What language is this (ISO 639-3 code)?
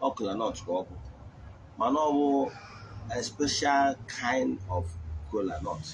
ibo